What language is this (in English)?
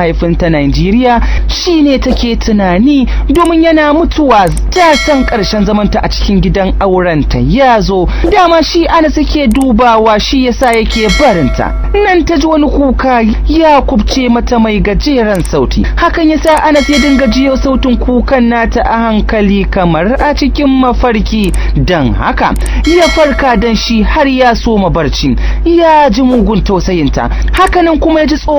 Hausa